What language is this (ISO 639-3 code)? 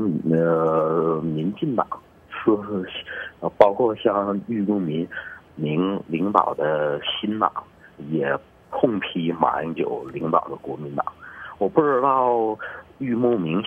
zho